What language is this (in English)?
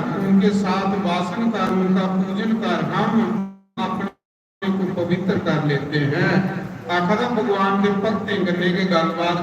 Dogri